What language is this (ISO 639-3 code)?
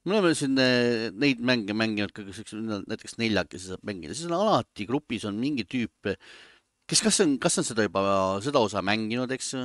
est